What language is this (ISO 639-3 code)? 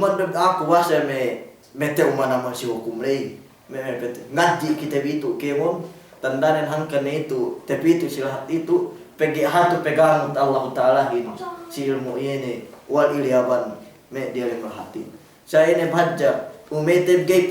yka